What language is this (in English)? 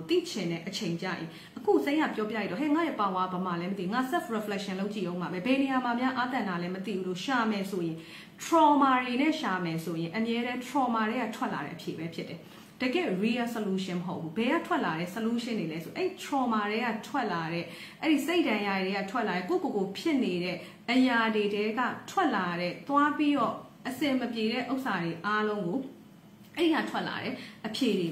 Burmese